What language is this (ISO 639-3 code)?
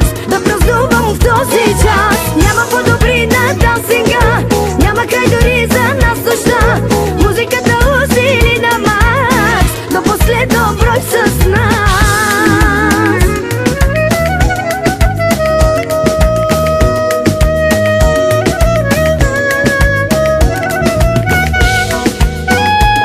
bul